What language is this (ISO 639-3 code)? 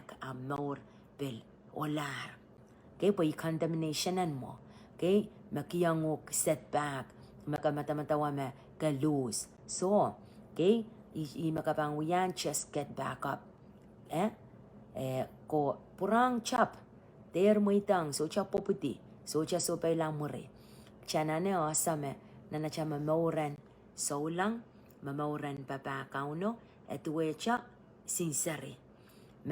pon